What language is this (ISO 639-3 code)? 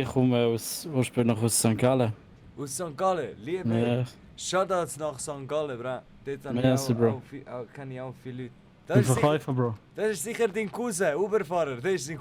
gsw